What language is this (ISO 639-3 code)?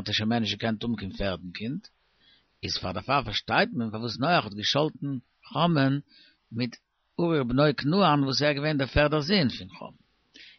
yid